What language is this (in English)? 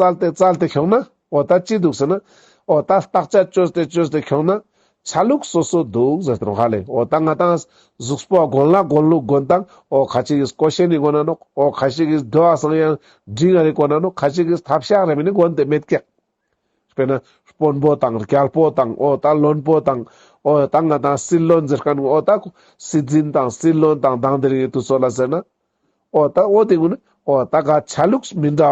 Ladakhi